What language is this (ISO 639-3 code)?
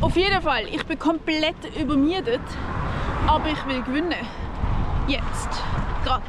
gsw